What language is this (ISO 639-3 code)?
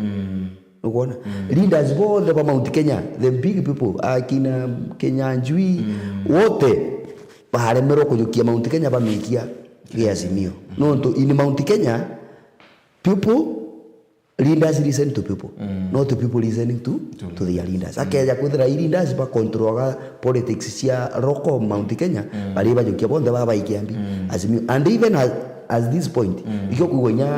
mer